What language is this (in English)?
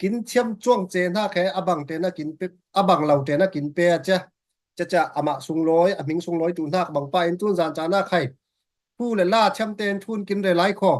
Falam Chin